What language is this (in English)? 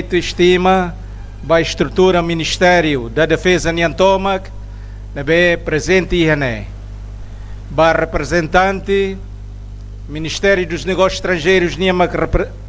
Tetum